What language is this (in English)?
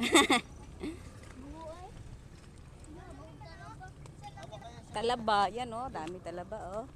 Cebuano